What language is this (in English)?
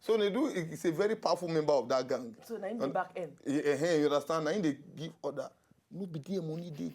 Nigerian Pidgin